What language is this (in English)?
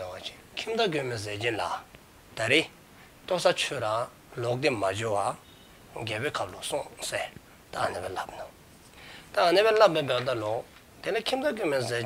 Dzongkha